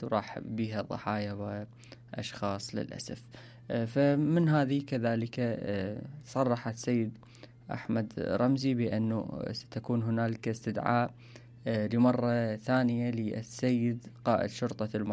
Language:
Mesopotamian Arabic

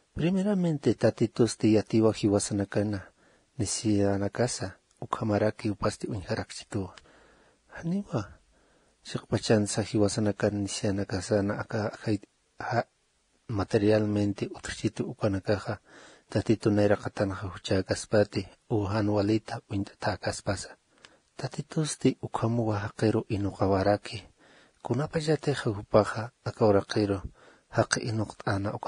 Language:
Aymara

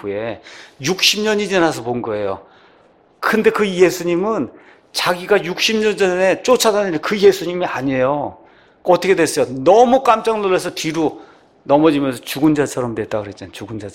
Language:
Korean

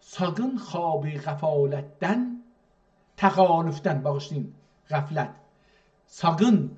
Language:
South Azerbaijani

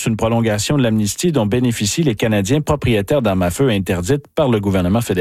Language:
French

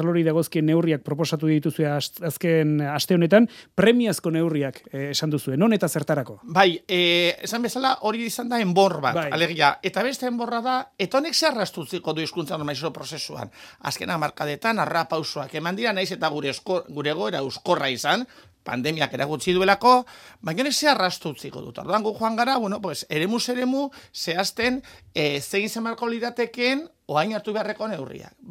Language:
Basque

